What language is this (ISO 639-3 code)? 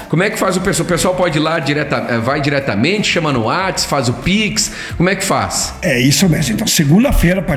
por